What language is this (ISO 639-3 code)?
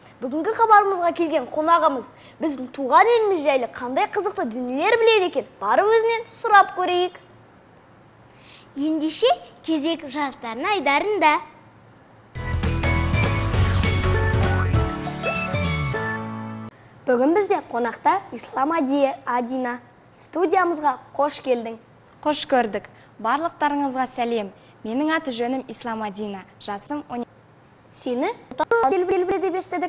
kaz